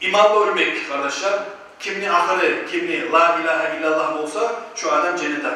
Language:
Kumyk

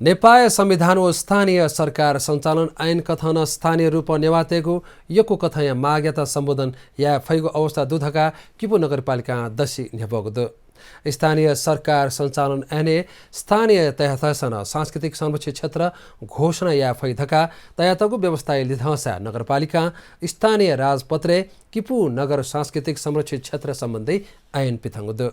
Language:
Newari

